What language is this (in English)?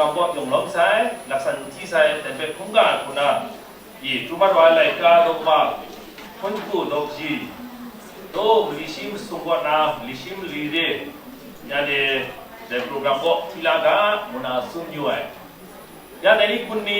Kachin